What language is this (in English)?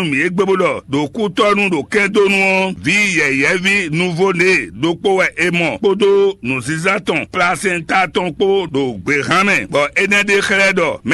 Fon